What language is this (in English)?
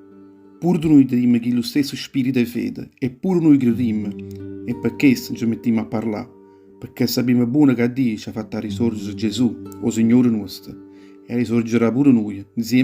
Neapolitan